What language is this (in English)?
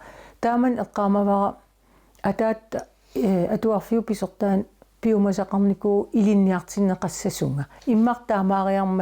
Kalaallisut